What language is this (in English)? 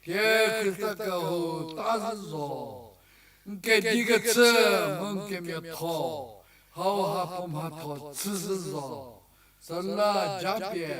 Angami Naga